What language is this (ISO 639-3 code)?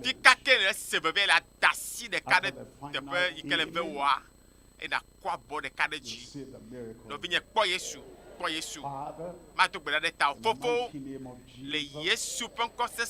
ewe